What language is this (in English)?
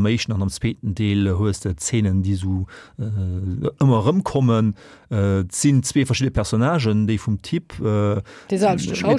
Luxembourgish